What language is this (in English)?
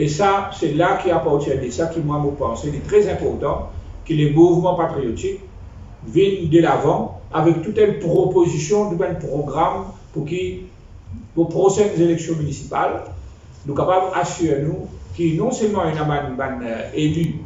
Morisyen